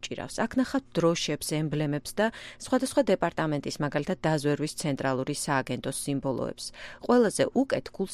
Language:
Georgian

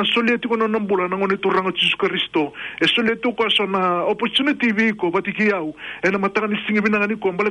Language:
Fijian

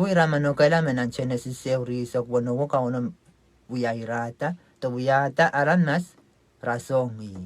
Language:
Pohnpeian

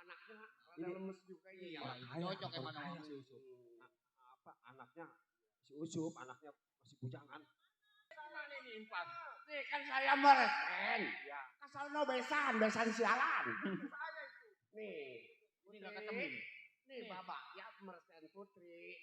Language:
Betawi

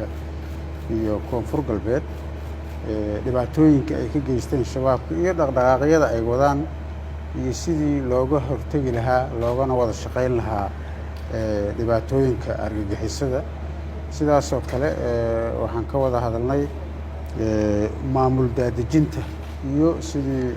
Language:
Somali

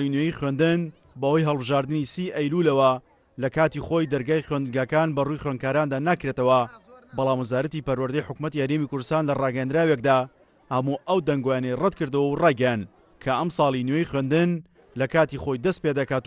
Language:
Central Kurdish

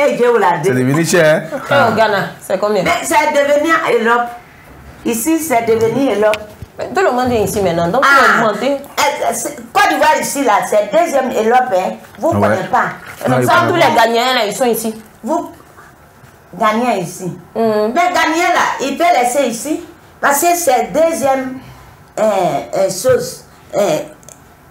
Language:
French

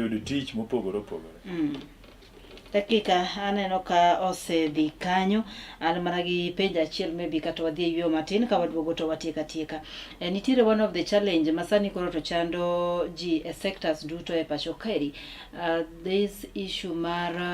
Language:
Luo (Kenya and Tanzania)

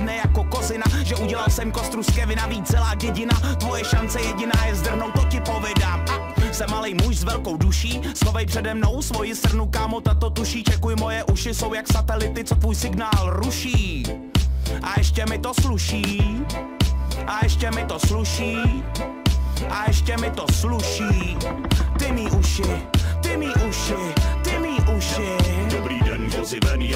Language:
Czech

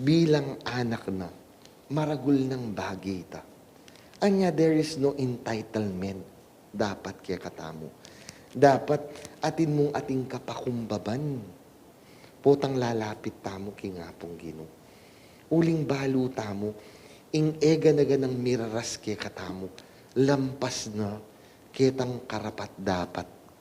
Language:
Pampanga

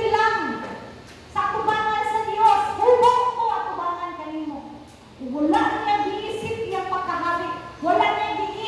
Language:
Cebuano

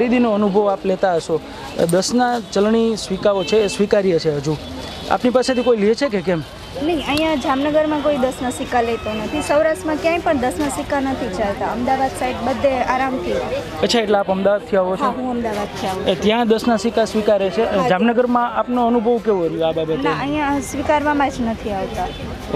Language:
Gujarati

